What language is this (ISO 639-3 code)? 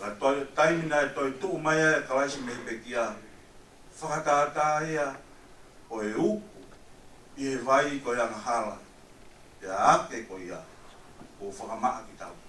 ton